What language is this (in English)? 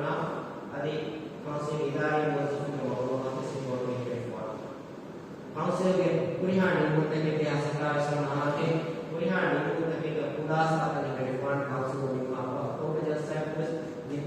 Divehi